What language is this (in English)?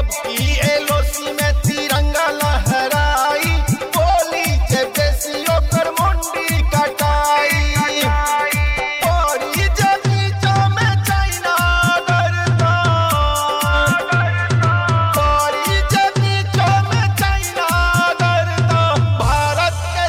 Bhojpuri